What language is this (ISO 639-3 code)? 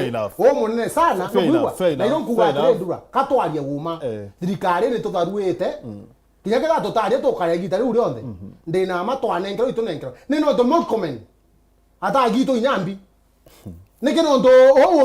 mer